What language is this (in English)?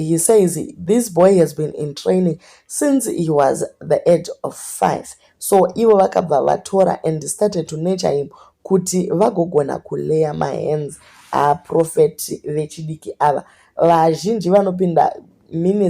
Shona